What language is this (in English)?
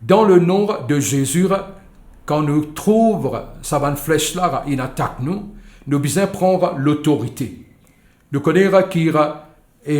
Morisyen